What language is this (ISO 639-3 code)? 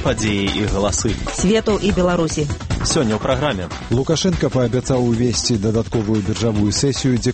bel